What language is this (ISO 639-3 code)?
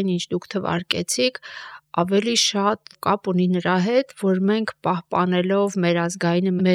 hye